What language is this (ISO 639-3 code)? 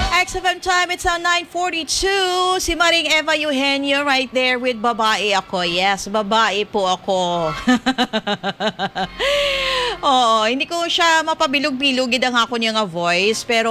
hil